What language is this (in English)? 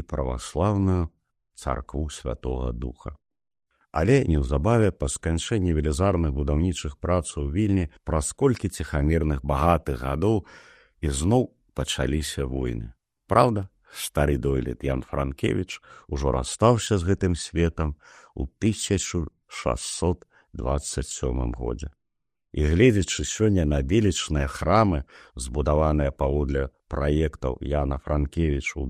Belarusian